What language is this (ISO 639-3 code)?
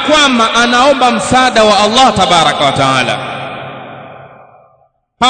swa